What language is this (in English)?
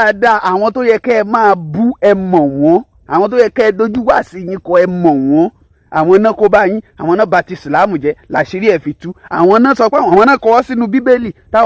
Yoruba